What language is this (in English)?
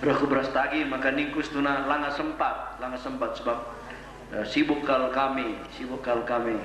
Batak Karo